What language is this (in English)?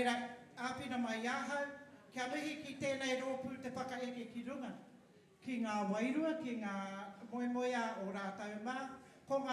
Māori